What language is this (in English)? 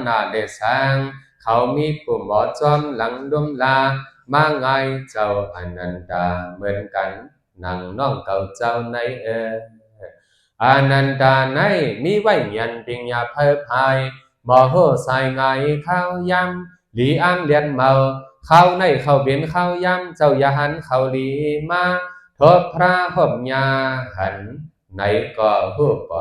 Shan